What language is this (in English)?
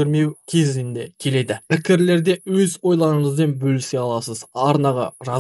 Kazakh